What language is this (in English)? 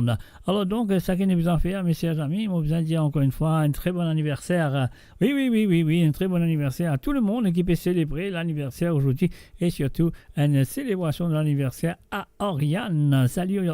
Morisyen